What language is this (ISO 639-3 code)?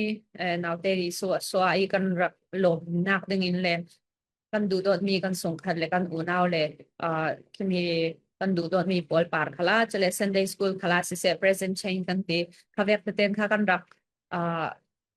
cfm